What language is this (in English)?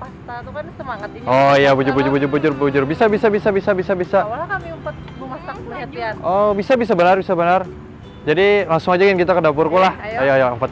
Banjar